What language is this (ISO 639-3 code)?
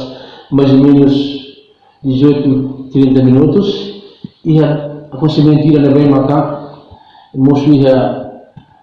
tet